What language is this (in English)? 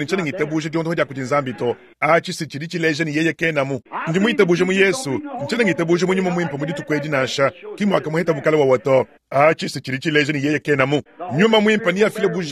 Luba-Lulua